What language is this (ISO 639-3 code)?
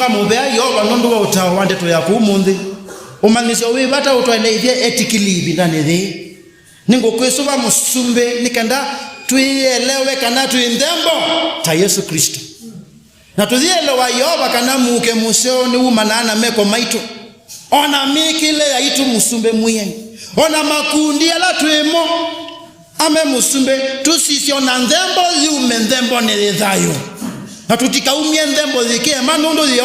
kam